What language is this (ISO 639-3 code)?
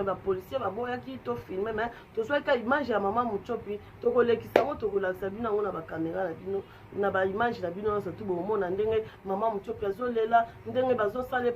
lin